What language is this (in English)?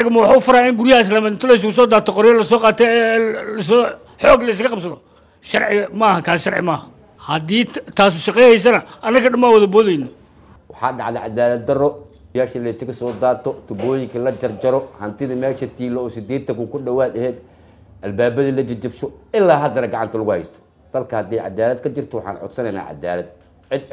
Somali